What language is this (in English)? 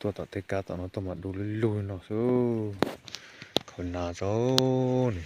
Hmong